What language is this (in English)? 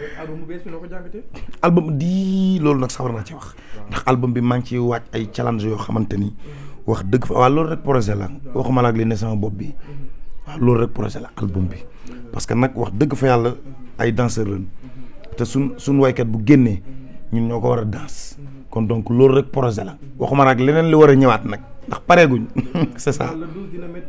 Wolof